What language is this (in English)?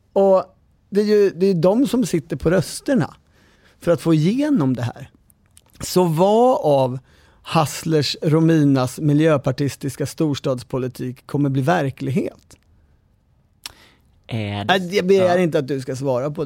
Swedish